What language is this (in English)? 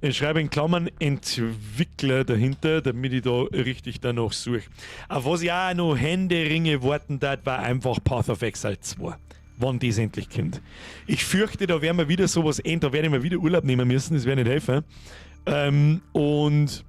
Bavarian